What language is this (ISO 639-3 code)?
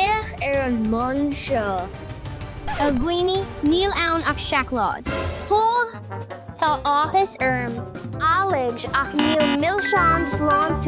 gle